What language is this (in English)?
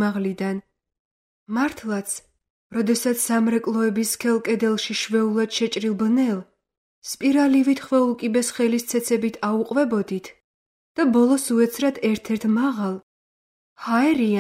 Georgian